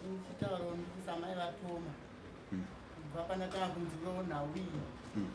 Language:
Shona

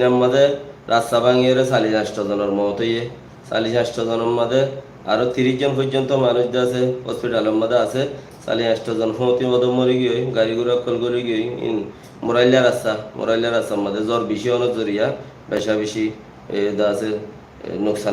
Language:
Rohingya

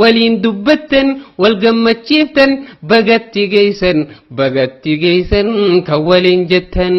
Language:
Oromo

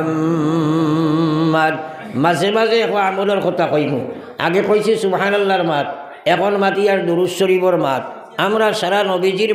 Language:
Sylheti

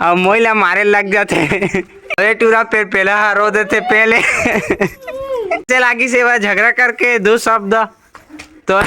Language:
Chhattisgarhi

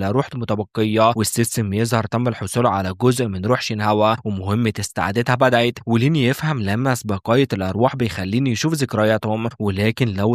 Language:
Egyptian Arabic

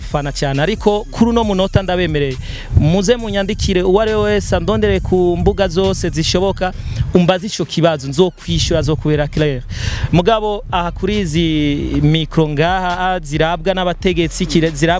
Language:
Rundi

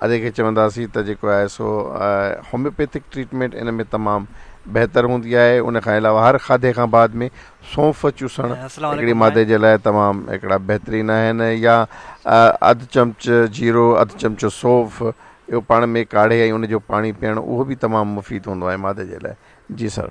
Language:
Sindhi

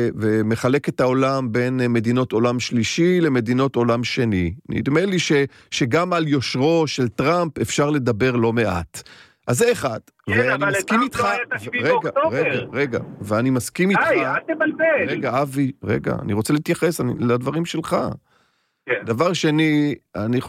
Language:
Hebrew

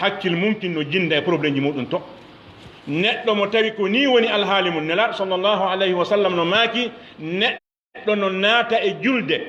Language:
Fula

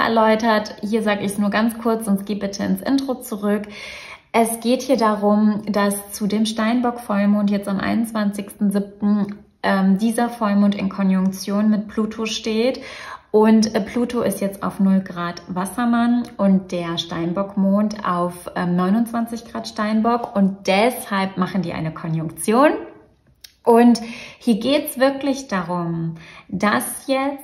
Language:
German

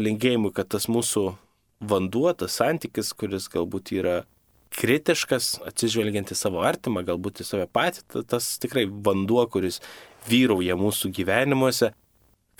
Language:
Lithuanian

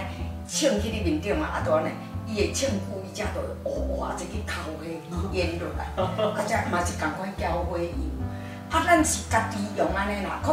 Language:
Min Nan Chinese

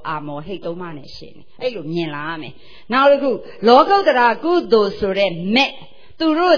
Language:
Burmese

